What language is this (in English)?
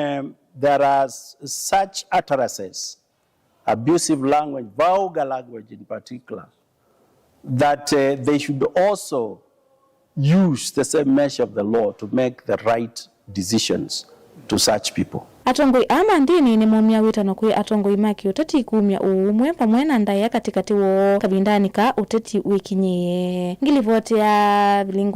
Kamba